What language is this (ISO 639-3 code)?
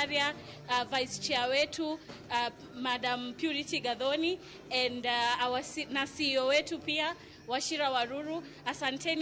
luo